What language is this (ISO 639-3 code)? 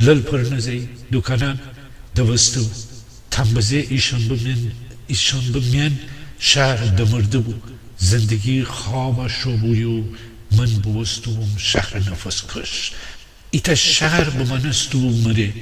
glk